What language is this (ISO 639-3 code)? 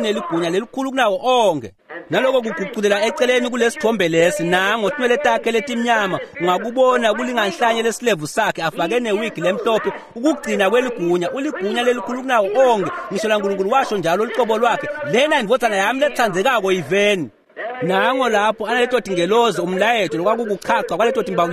ssw